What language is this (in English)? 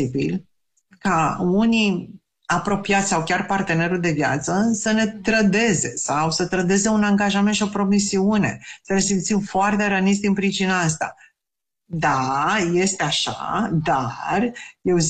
Romanian